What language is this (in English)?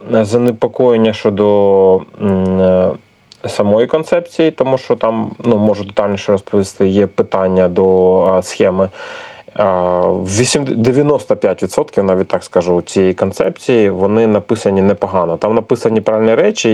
Ukrainian